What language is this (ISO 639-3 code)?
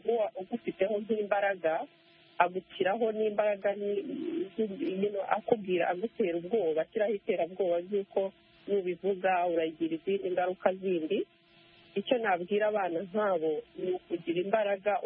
kin